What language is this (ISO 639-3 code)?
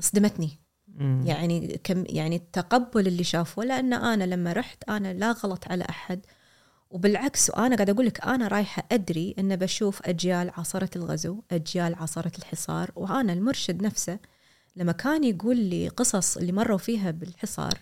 afb